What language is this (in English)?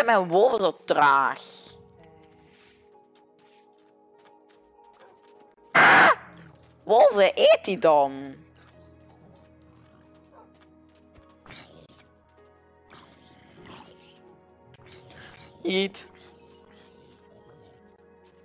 Dutch